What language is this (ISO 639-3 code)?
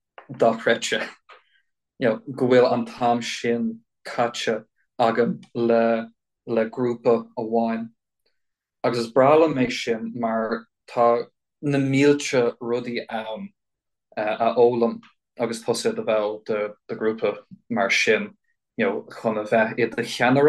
gle